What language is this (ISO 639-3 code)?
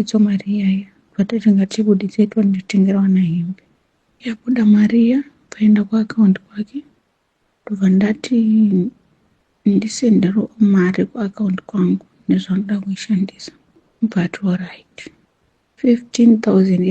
sna